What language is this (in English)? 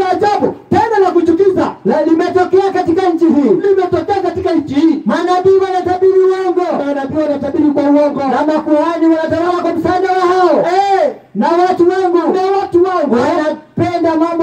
Swahili